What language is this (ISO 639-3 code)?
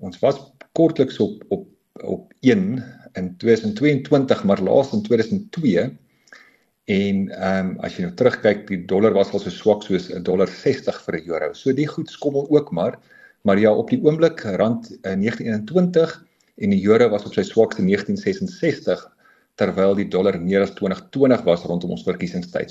afr